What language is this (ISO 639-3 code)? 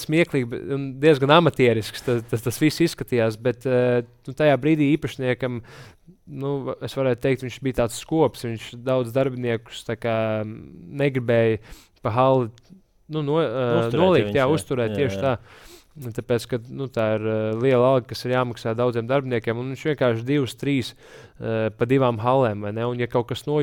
lav